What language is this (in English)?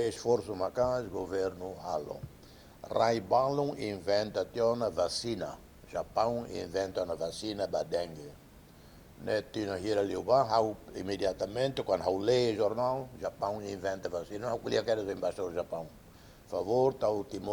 Tetum